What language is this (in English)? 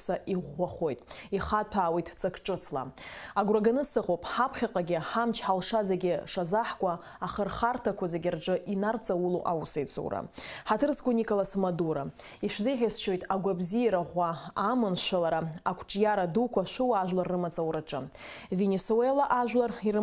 Abkhazian